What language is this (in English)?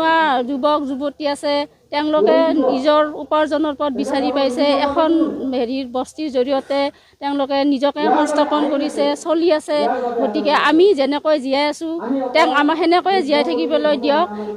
Assamese